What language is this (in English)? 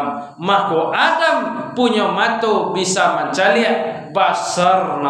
Minangkabau